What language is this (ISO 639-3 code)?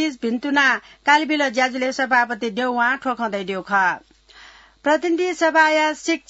new